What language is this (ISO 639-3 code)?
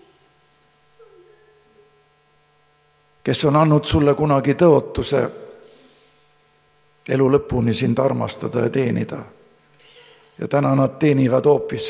est